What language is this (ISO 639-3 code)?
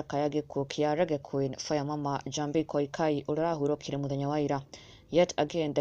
kik